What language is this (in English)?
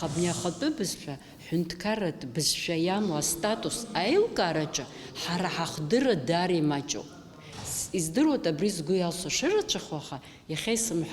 Abkhazian